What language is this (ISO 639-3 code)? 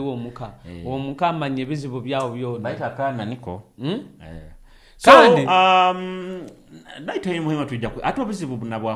nyo